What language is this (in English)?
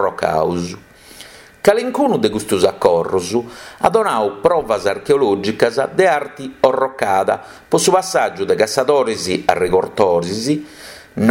Sardinian